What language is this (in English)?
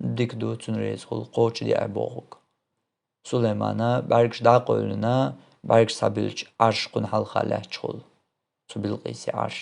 Chechen